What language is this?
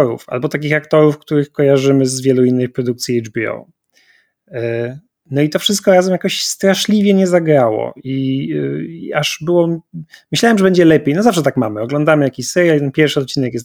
Polish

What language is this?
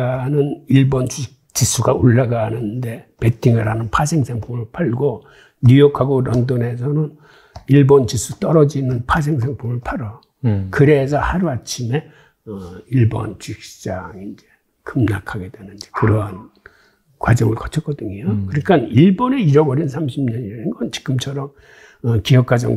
Korean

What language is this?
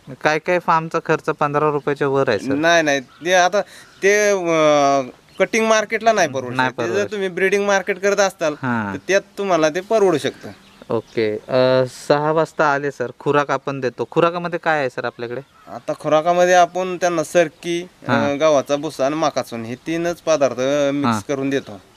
Marathi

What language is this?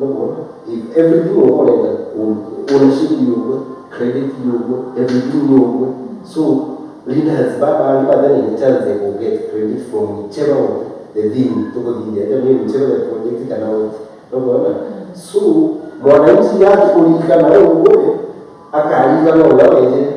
Meru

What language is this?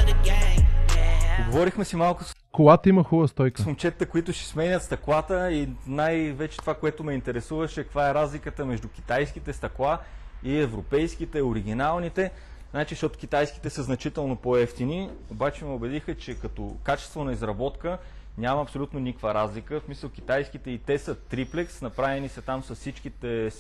Bulgarian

